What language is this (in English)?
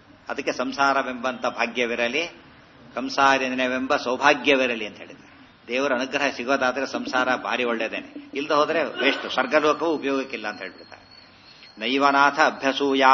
Kannada